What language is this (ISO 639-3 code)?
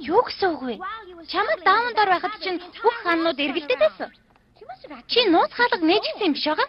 mon